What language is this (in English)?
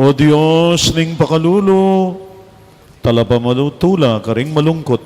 Pampanga